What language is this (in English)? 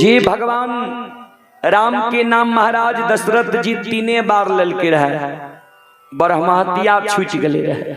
Maithili